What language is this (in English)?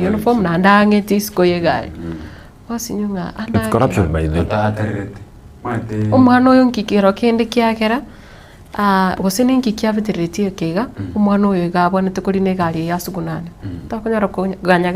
Gusii